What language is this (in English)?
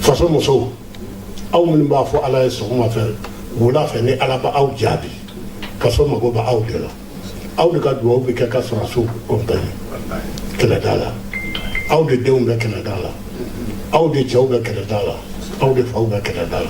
Bambara